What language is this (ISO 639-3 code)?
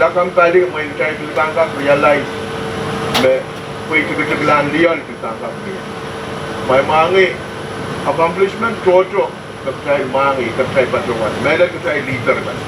pon